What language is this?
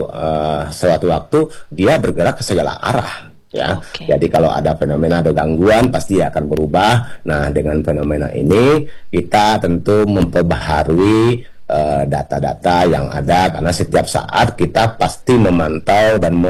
Indonesian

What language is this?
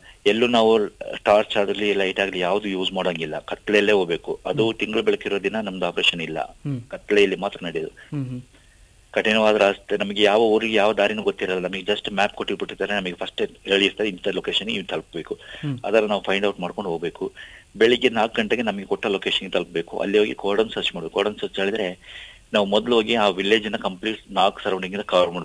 Kannada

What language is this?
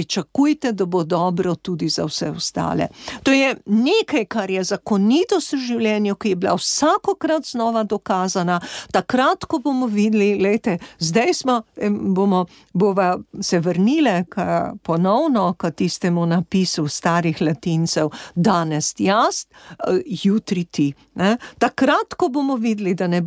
Slovenian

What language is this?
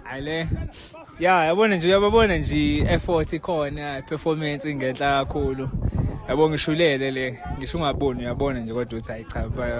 Zulu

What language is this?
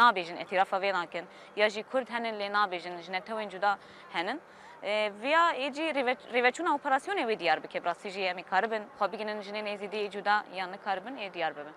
Kurdish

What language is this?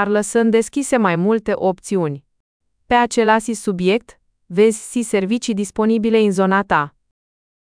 Romanian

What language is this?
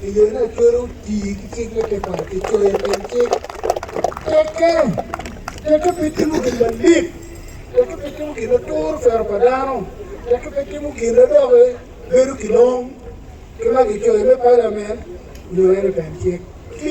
Acoli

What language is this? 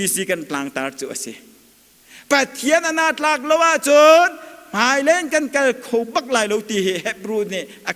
Hakha Chin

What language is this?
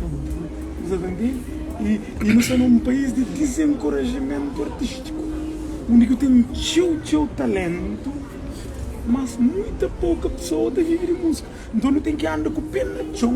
Kabuverdianu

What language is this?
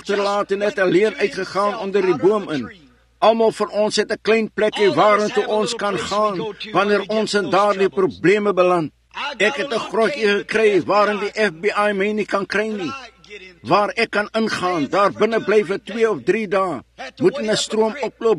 Afrikaans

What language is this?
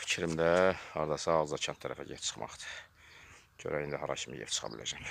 Azerbaijani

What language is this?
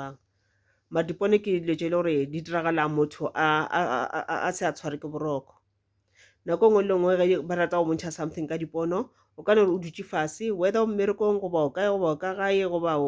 Northern Sotho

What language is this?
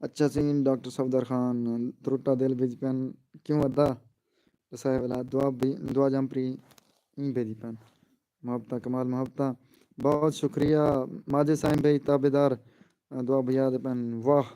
Saraiki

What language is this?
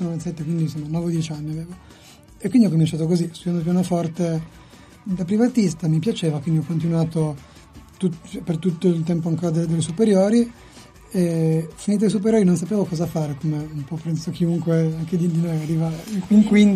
Italian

